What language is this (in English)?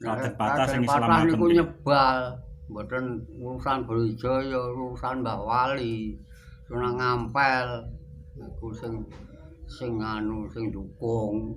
Javanese